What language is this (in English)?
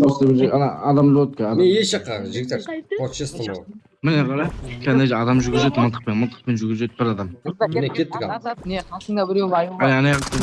Kara-Kalpak